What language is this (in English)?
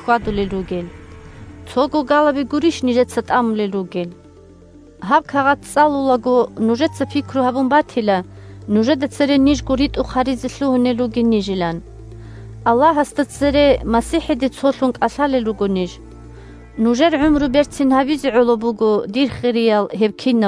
Avaric